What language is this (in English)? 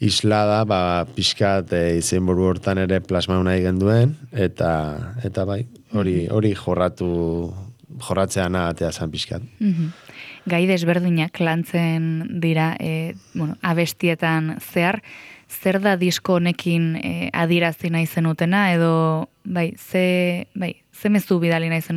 Basque